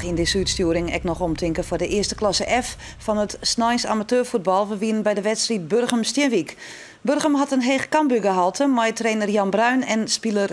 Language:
Western Frisian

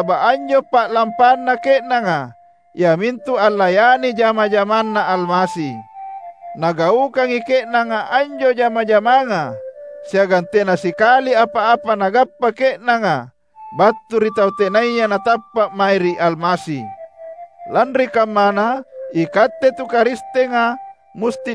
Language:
Makasar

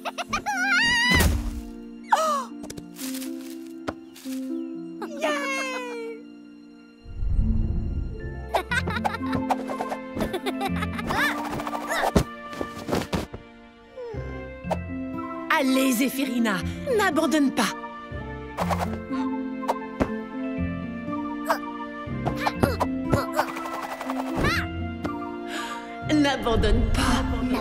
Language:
French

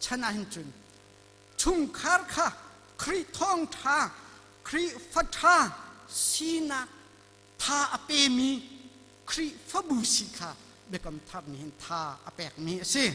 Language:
Hakha Chin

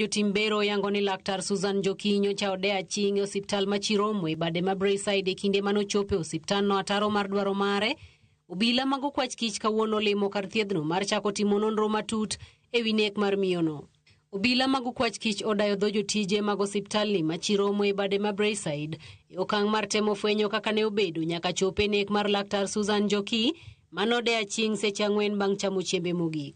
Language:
Luo (Kenya and Tanzania)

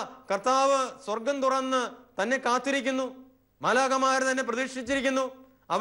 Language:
Malayalam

